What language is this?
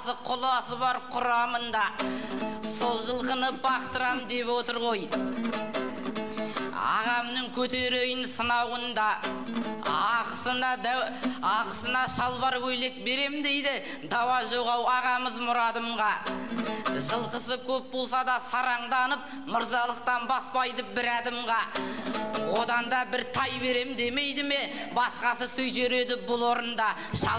Kazakh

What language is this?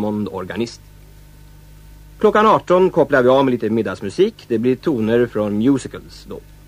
Swedish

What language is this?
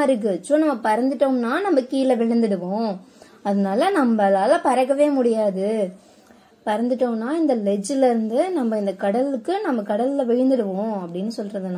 Tamil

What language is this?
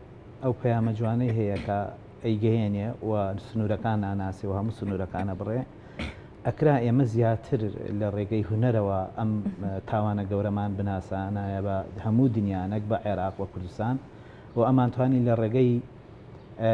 Central Kurdish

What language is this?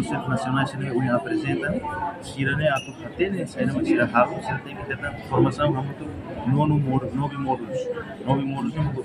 Tetum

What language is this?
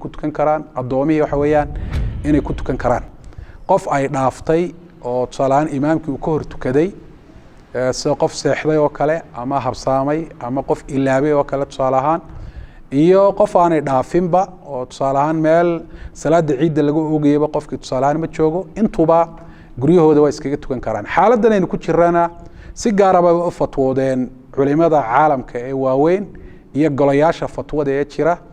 Somali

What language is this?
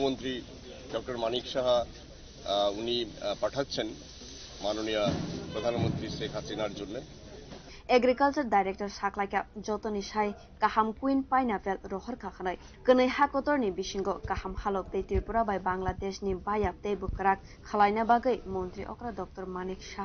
Kok Borok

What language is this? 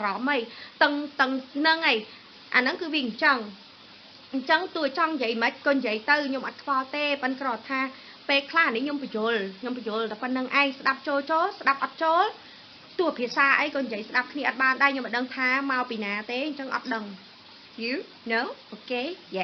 Khmer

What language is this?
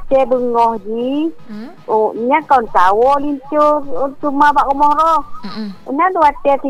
Malay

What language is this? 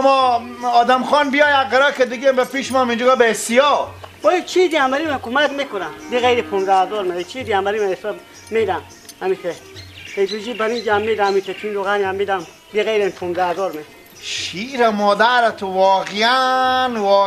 Persian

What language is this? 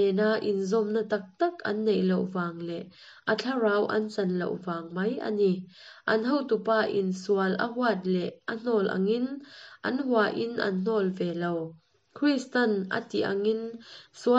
Mizo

